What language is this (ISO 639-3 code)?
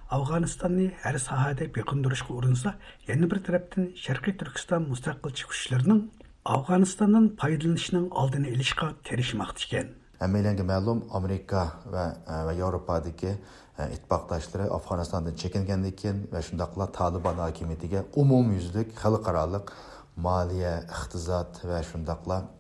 uig